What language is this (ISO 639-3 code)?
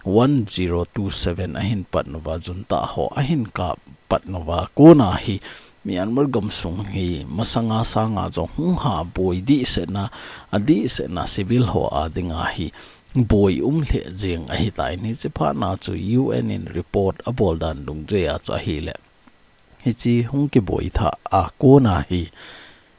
tcz